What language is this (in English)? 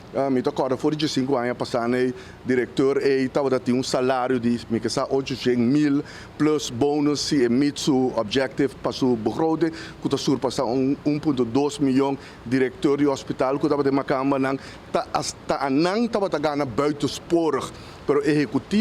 Papiamento